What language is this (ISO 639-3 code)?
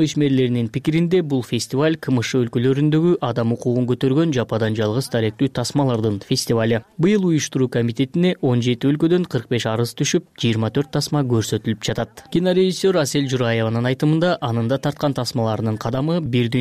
kir